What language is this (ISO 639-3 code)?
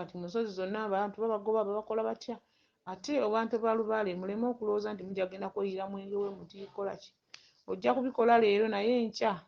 lug